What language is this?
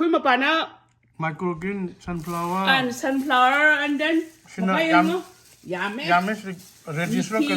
Manipuri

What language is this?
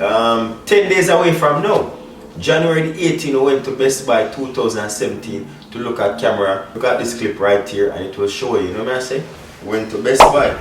Jamaican Creole English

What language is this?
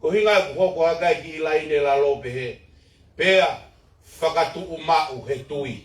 Tongan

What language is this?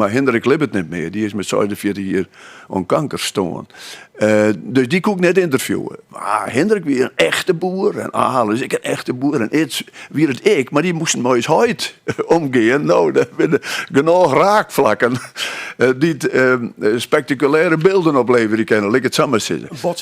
Western Frisian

